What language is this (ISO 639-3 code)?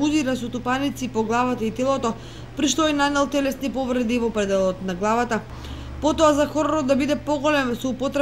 mkd